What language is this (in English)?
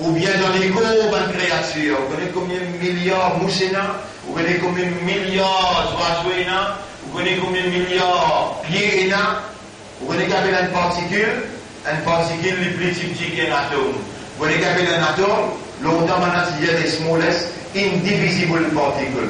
Morisyen